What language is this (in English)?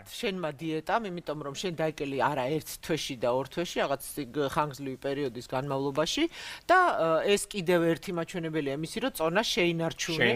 Georgian